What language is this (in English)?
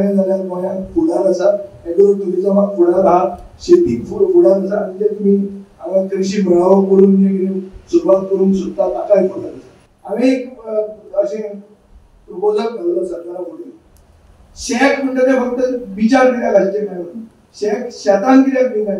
Konkani